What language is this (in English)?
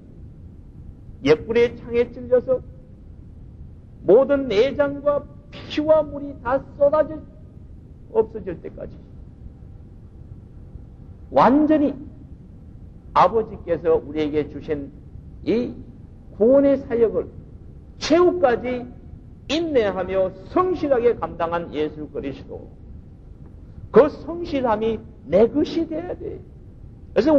Korean